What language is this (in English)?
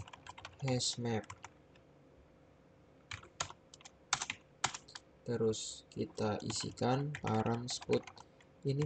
Indonesian